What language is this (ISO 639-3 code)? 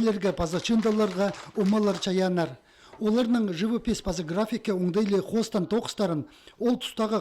kjh